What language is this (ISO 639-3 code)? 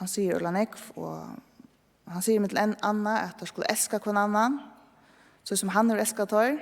fao